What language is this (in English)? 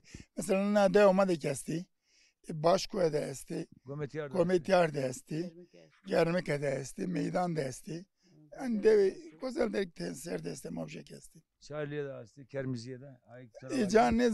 Zaza